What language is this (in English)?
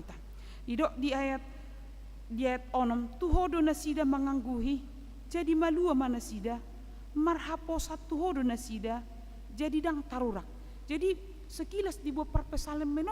Batak Toba